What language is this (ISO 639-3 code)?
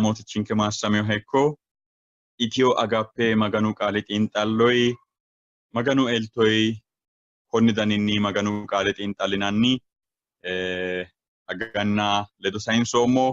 sid